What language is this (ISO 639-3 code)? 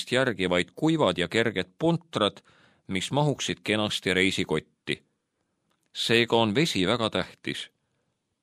est